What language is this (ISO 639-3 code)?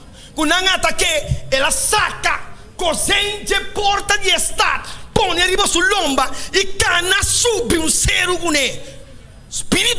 pap